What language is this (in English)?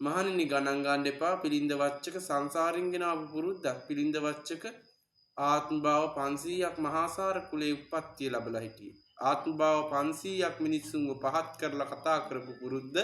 Sinhala